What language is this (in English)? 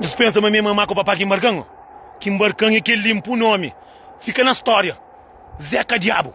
Kabuverdianu